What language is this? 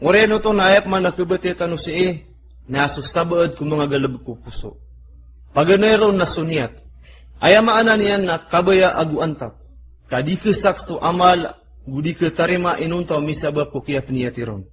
Maranao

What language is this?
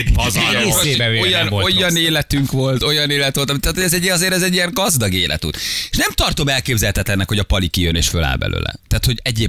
Hungarian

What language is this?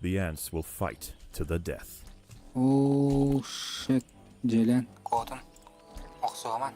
Yakut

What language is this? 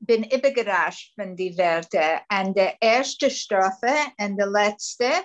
Yiddish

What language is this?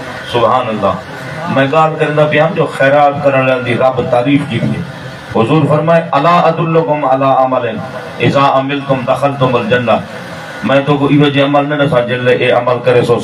Saraiki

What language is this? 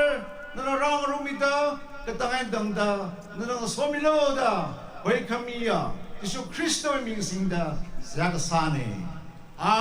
Tangkhul Naga (India)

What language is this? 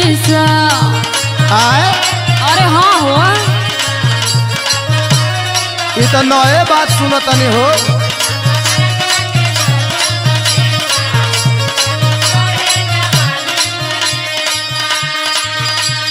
Bhojpuri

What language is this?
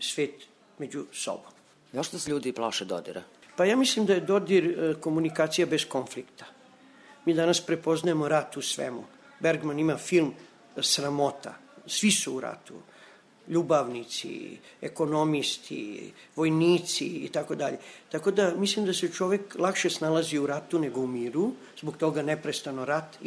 Serbian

